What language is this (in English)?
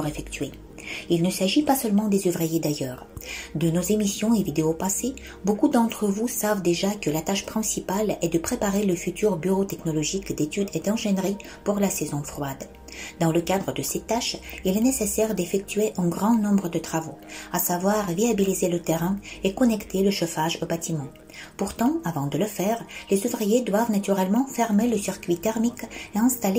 French